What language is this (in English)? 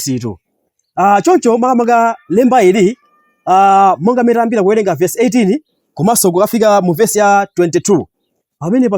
Nyanja